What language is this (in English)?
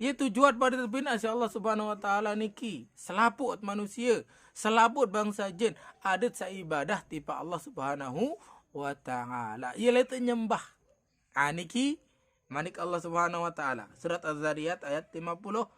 Sasak